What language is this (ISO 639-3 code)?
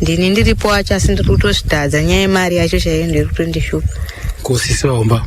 sna